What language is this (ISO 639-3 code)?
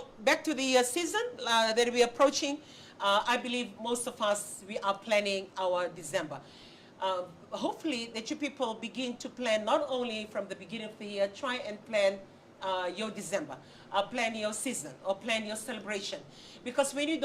fij